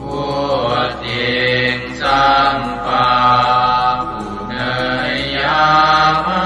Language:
Pali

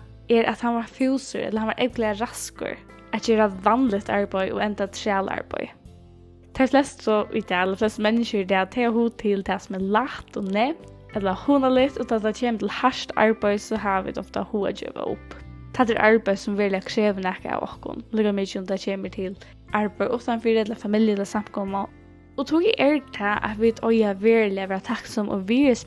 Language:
Faroese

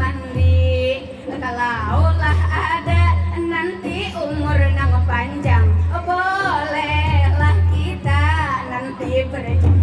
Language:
Banjar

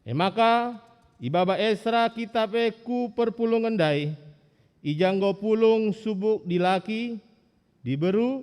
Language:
Batak Karo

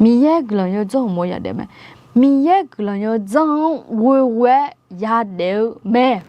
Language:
Akha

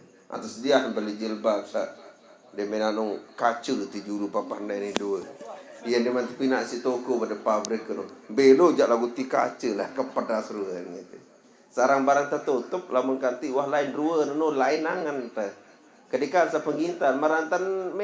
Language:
Sasak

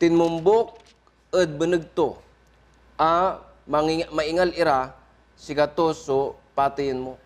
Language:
Pangasinan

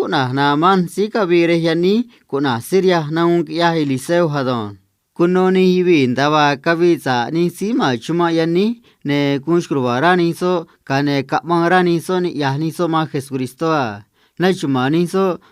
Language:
Copala Triqui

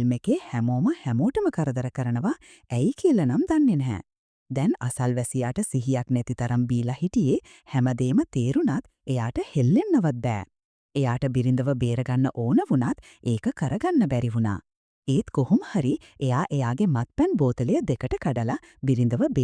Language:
Sinhala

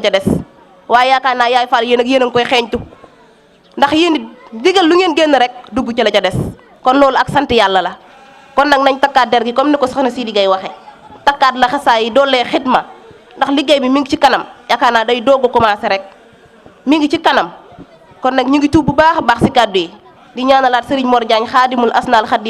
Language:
Wolof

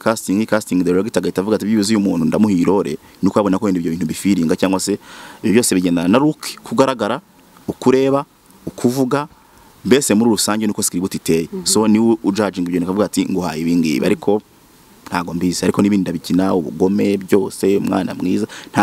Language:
Kinyarwanda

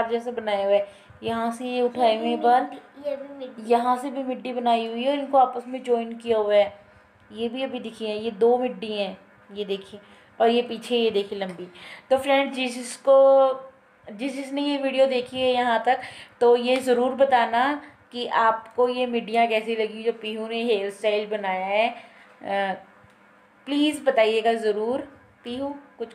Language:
Hindi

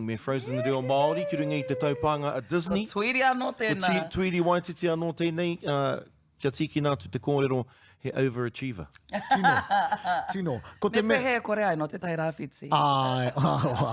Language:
Māori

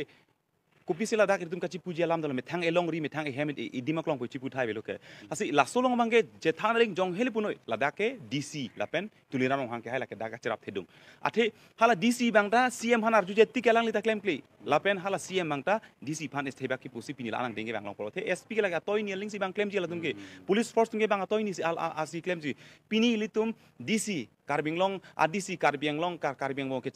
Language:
Karbi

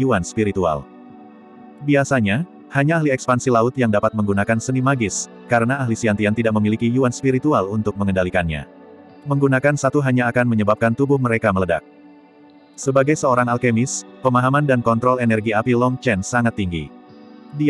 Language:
Indonesian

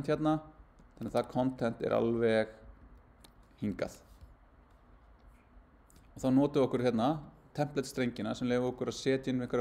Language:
Icelandic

